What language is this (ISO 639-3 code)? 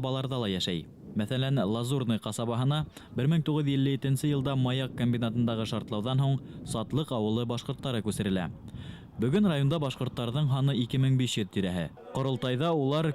bak